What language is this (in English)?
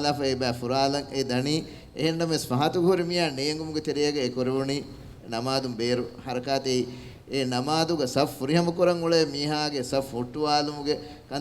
Divehi